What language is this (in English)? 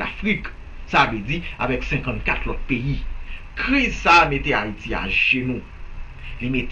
Haitian Creole